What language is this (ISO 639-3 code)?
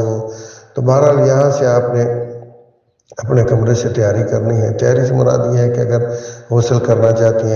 urd